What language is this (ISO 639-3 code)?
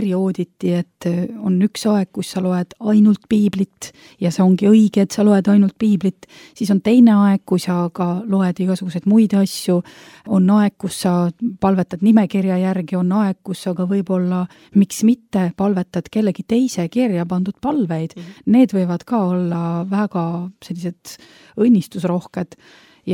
est